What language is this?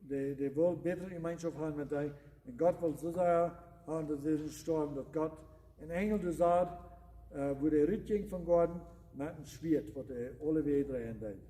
Plautdietsch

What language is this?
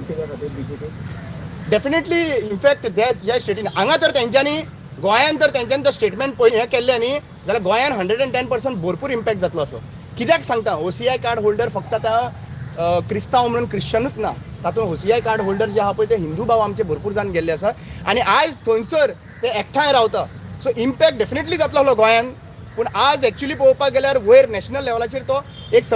Konkani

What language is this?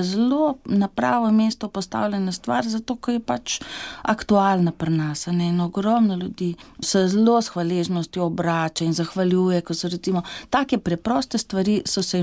Slovenian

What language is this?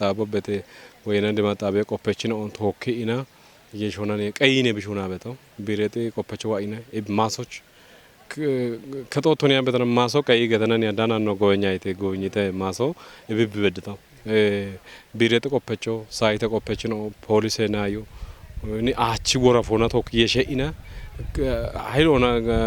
Kafa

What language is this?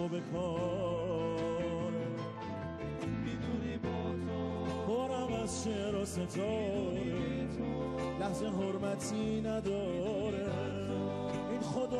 Persian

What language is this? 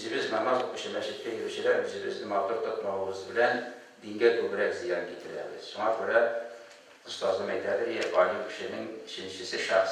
Tatar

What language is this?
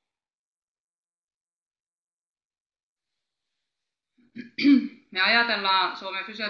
Finnish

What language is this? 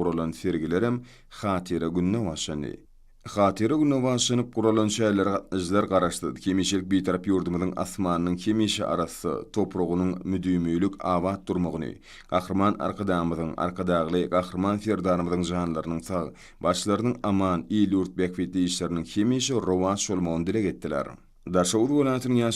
Turkmen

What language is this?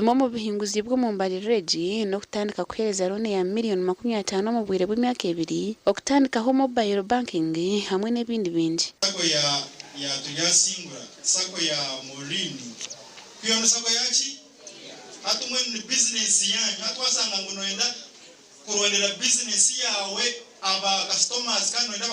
Nyankole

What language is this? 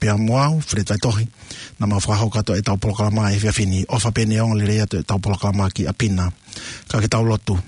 Tongan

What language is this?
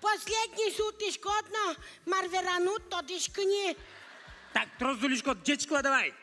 Udmurt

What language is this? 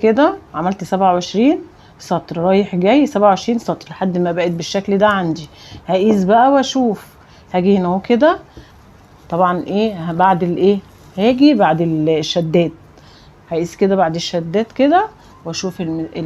Egyptian Arabic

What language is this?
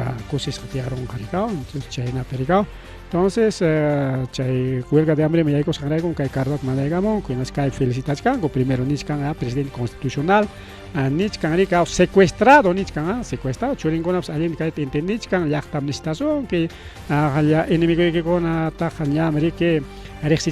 Ayacucho Quechua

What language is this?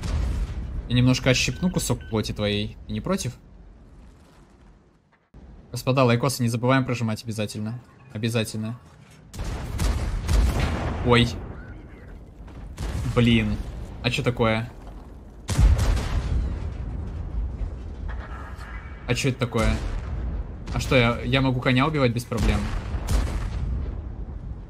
Russian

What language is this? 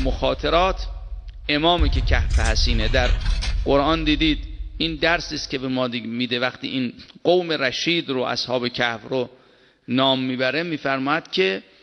Persian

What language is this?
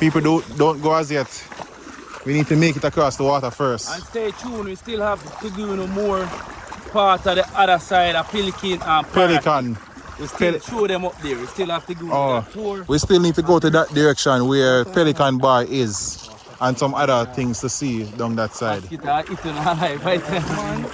Jamaican Creole English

